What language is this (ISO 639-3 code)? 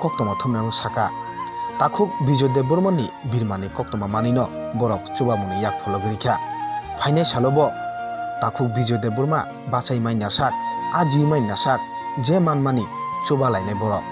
trp